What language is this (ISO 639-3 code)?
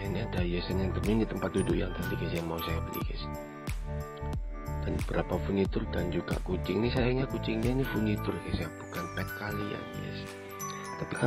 ind